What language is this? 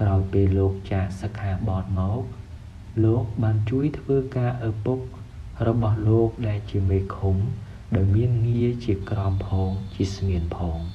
Khmer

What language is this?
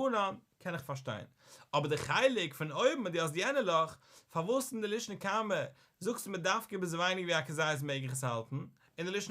Yiddish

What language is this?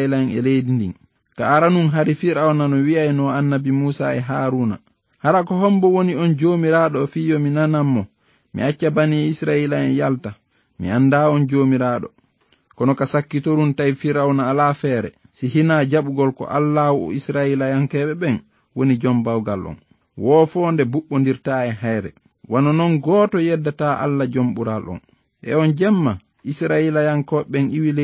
Fula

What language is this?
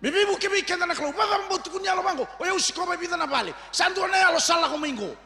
Fijian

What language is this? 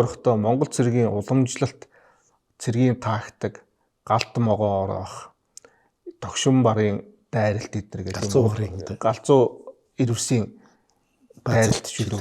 Mongolian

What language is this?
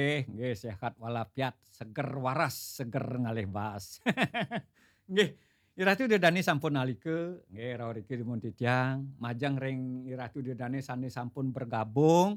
Balinese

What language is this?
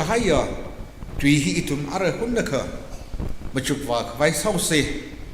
Tangkhul Naga (India)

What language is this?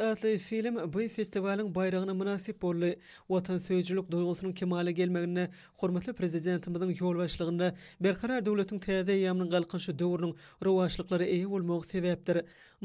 Turkmen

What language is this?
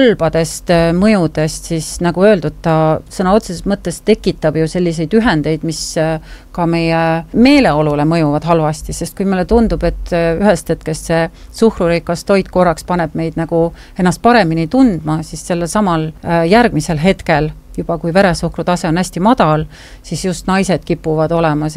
Estonian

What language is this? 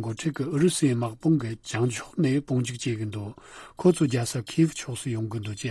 Tibetan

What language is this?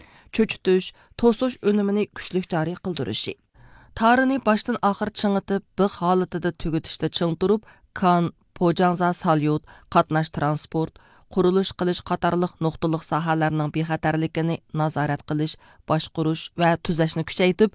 Uyghur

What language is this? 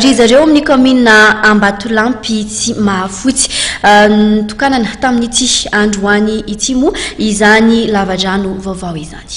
Malagasy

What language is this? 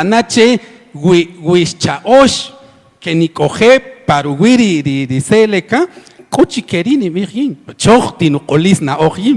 Kaqchikel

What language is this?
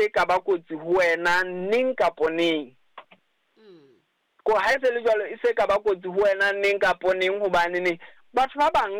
Southern Sotho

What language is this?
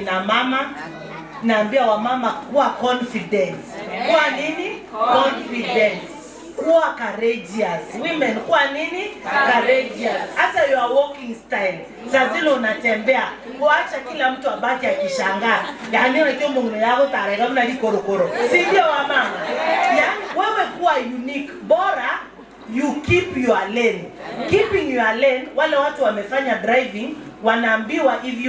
Gusii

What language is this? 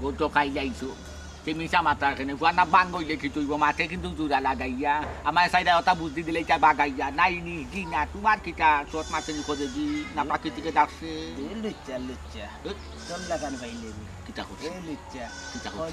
Sylheti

